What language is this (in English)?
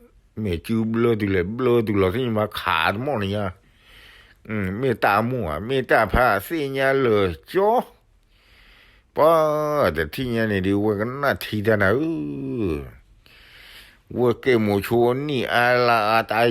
S'gaw Karen